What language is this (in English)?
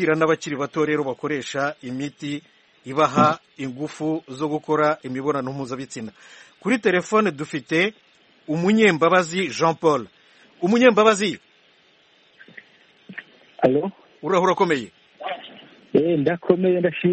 Kinyarwanda